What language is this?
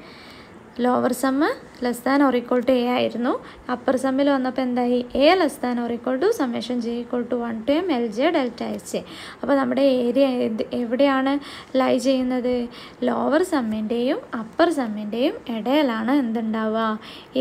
Malayalam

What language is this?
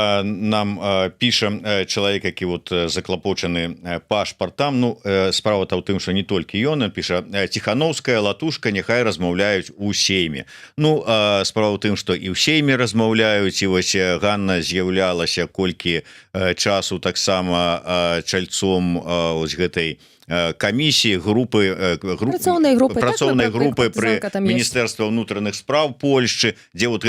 Belarusian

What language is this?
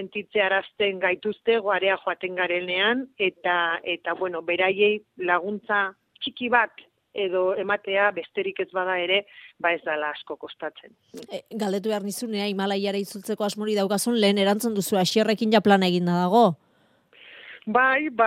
Basque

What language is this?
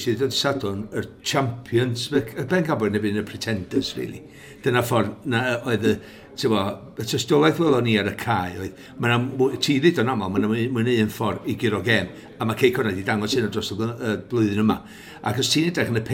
Welsh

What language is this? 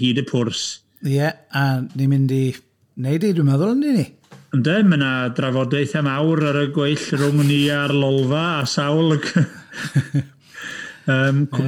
Welsh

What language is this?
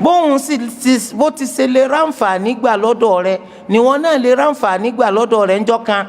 Yoruba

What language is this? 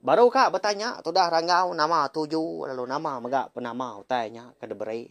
Iban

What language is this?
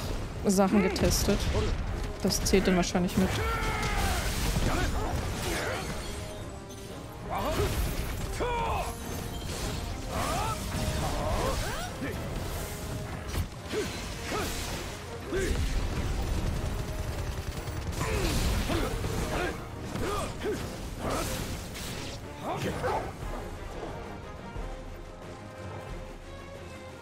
German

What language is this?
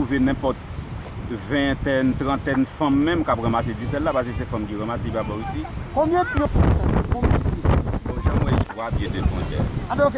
Haitian Creole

